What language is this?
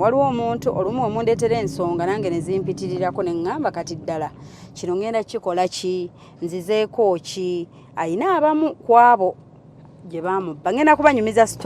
Ganda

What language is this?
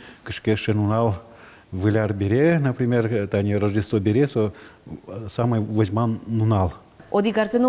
Udmurt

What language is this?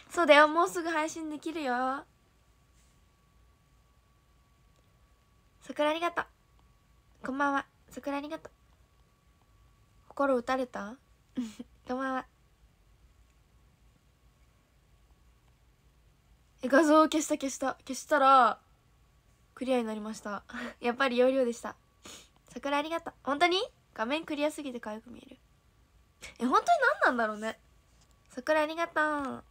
Japanese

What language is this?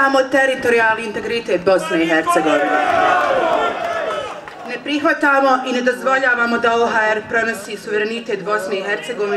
Bosnian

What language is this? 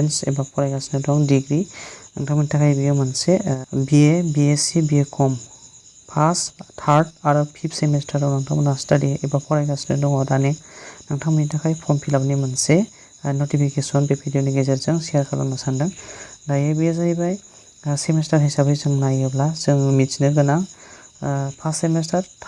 Bodo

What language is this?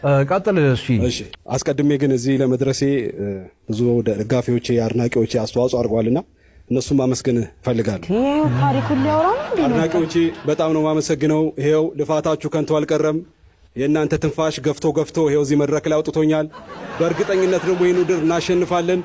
Amharic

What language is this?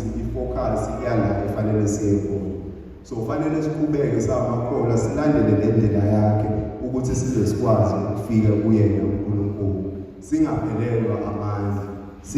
Zulu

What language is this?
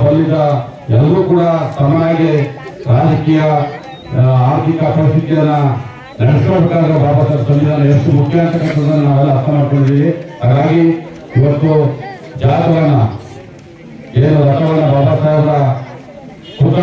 Kannada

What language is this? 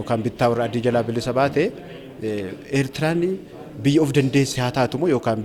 Oromo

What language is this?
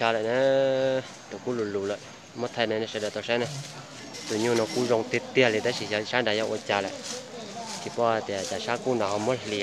Hmong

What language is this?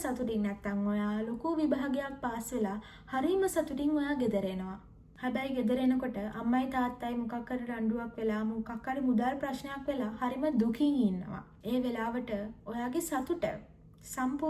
Sinhala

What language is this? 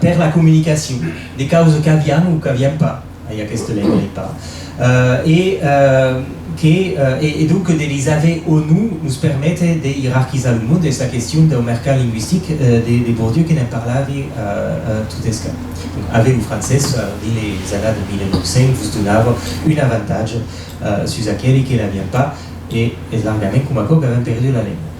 Occitan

